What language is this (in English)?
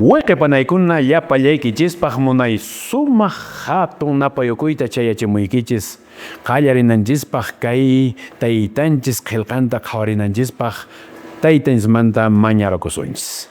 Quechua